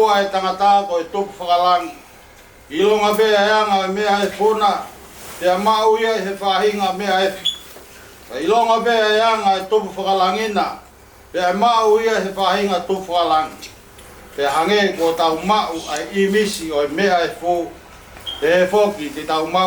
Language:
Tongan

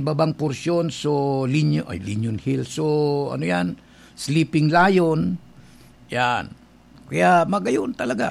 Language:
Bikol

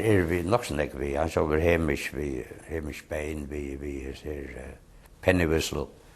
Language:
Faroese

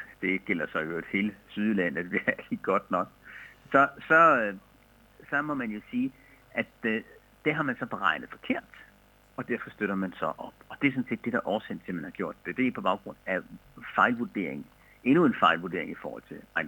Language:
Danish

